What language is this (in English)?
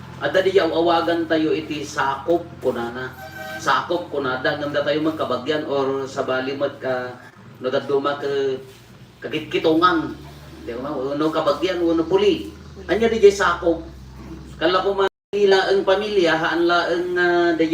Iloko